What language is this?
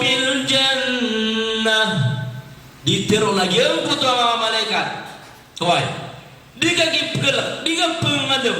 Maranao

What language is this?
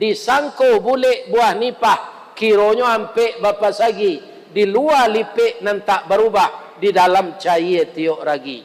Minangkabau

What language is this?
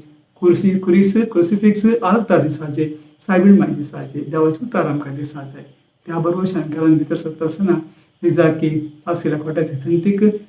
Konkani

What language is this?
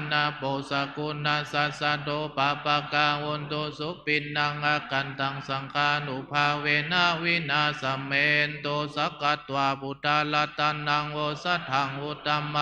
Pali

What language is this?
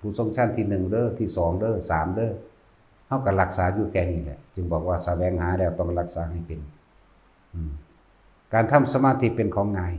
Northeastern Thai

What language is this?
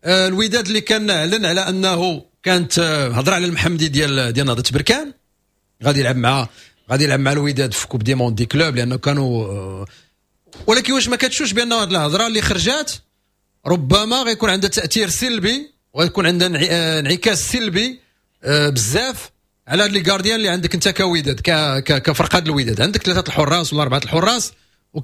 Moroccan Arabic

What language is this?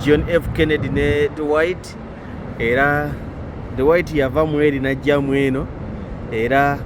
Ganda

